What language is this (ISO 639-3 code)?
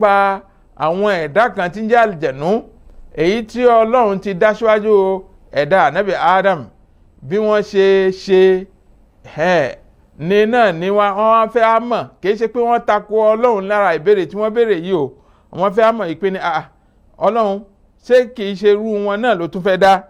yor